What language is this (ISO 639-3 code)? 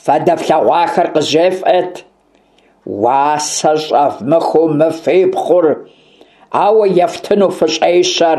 kbd